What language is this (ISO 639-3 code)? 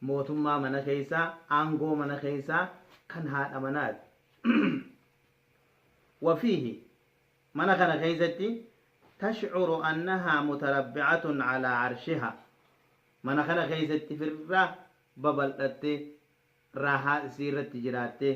orm